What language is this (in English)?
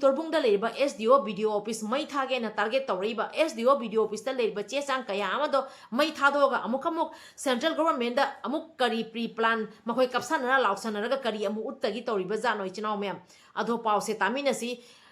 Manipuri